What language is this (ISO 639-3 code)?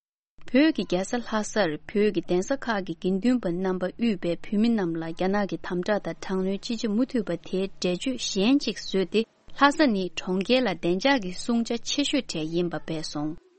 bod